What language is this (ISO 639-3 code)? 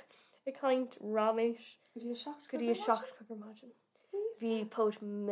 gle